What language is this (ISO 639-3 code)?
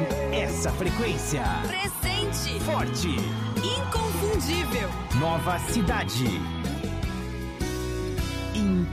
por